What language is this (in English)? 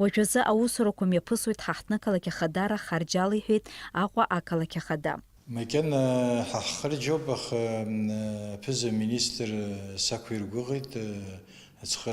Abkhazian